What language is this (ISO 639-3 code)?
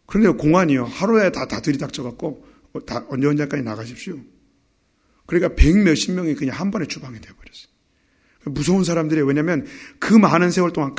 kor